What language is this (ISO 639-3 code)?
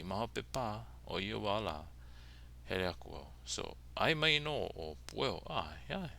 haw